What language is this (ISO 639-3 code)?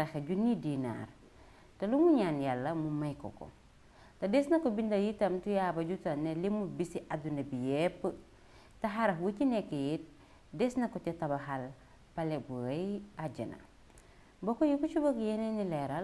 wol